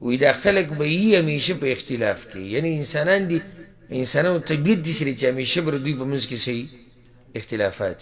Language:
Pashto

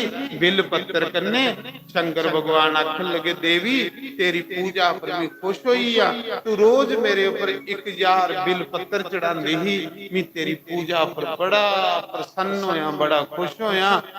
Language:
Dogri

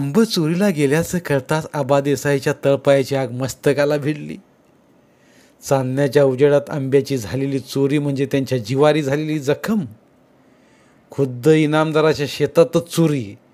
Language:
Marathi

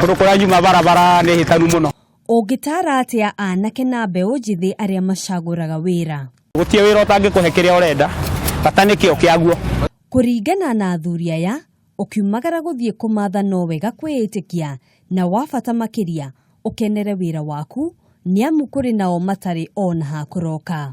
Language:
Kikuyu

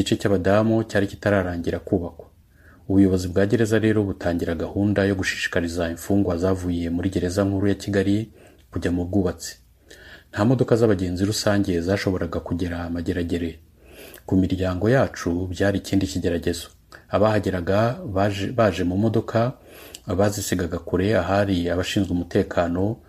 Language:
Kinyarwanda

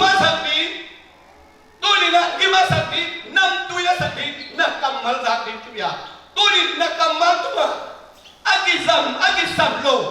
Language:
Tedim Chin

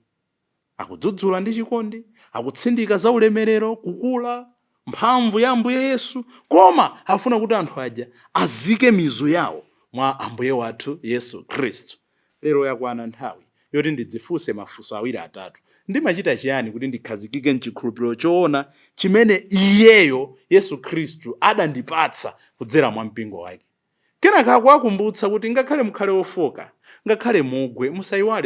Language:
Nyanja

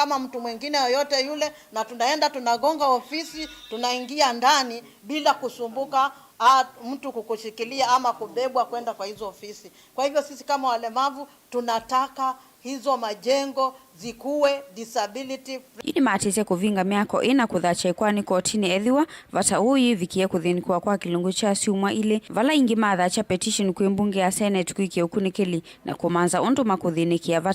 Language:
Kamba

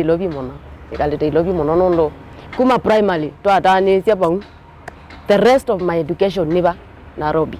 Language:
Kamba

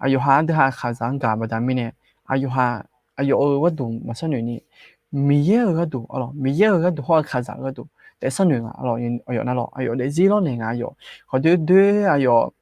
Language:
Akha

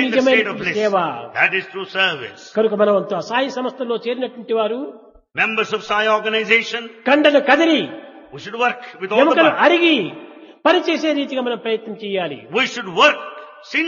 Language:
Telugu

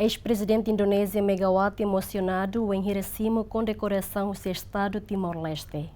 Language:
Tetum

